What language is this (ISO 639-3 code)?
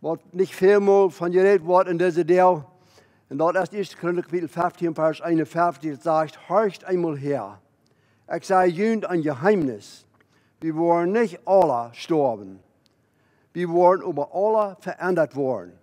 pdt